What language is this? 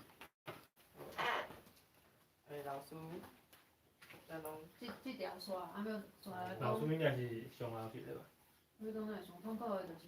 Min Nan Chinese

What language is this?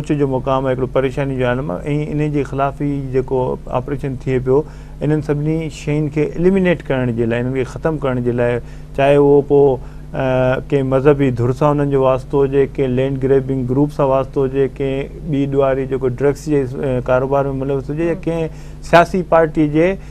Sindhi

